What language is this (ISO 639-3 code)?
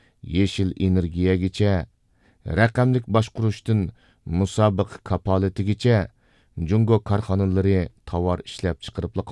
uig